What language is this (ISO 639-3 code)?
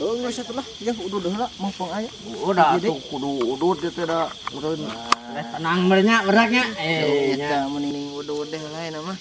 sun